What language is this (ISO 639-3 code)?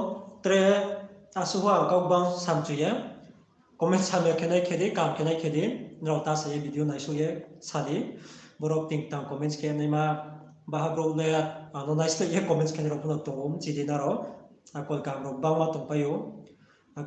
ria